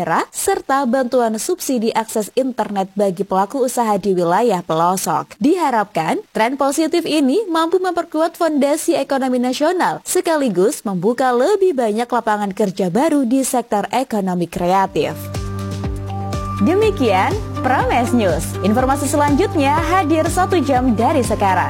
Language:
Indonesian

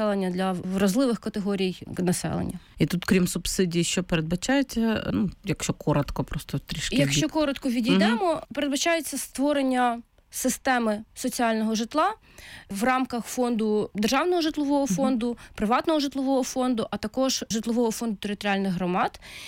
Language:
Ukrainian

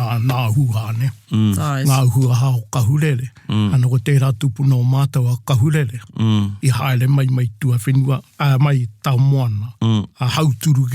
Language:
Māori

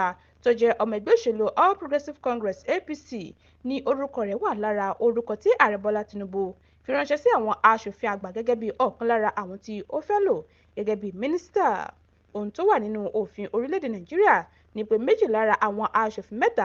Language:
Yoruba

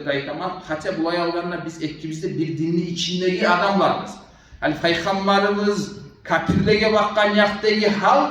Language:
Kumyk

